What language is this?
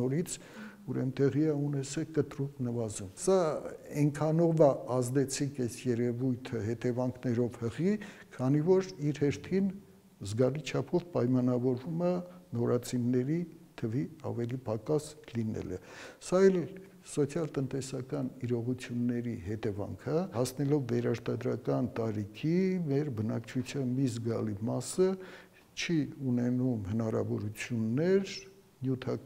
Armenian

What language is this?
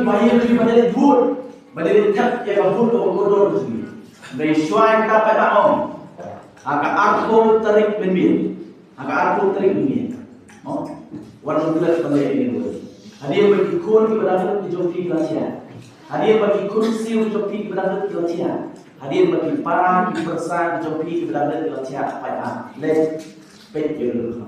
Khasi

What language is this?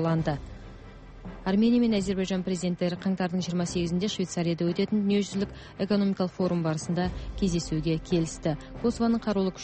Kazakh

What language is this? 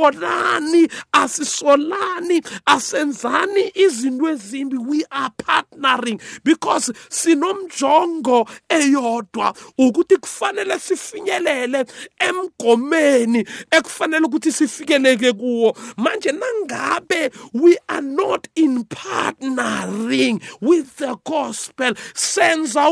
South Ndebele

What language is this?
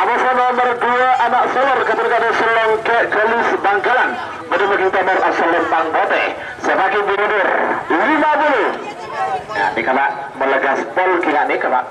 Madurese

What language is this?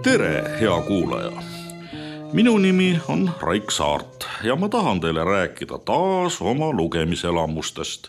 Estonian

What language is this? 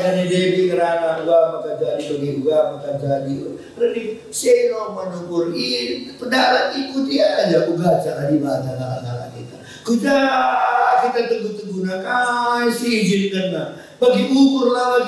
Batak Karo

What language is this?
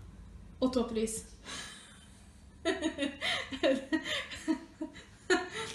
Norwegian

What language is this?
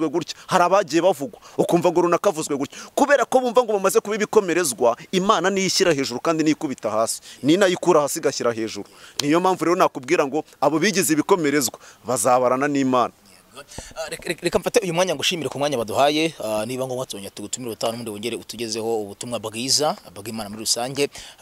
Kinyarwanda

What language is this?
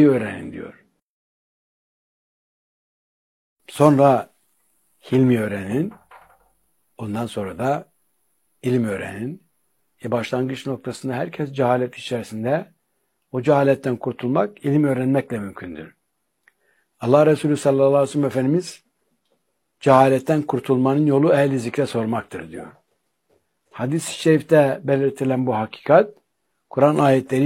Turkish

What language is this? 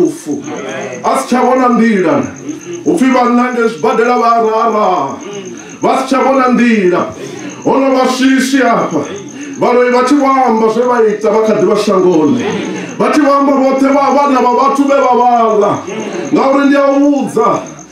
Venda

